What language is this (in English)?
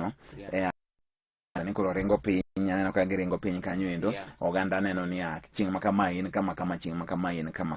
Luo (Kenya and Tanzania)